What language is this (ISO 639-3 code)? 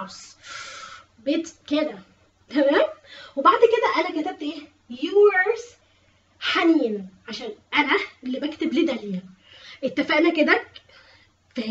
arz